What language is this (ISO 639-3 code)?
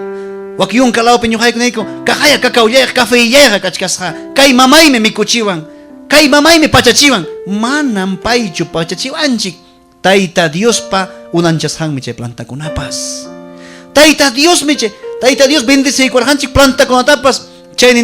quy